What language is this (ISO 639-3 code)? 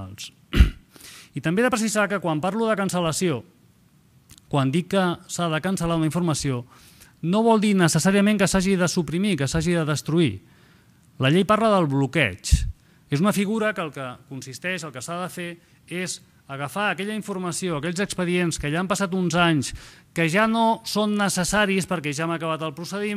cat